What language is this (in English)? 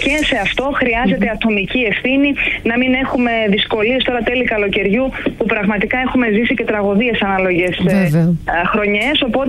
Greek